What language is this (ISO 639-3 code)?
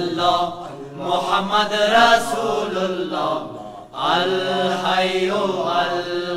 fas